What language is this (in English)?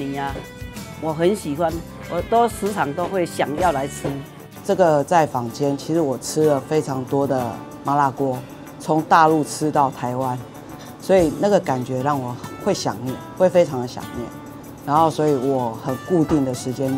Chinese